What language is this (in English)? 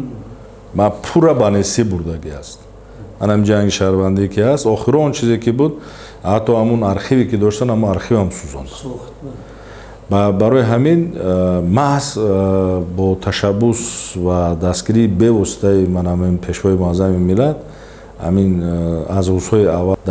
Tajik